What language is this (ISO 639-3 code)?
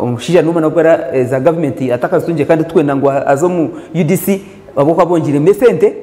nyn